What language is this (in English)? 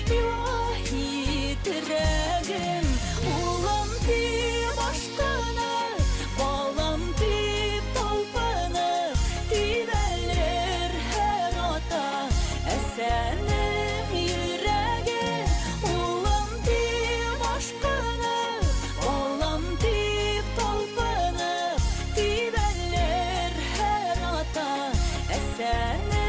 Bashkir